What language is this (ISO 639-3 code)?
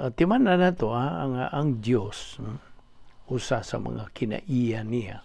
ceb